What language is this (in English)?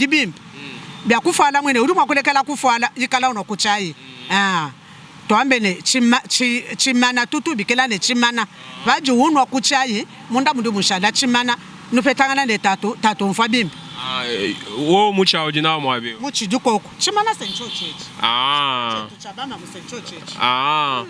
Luba-Lulua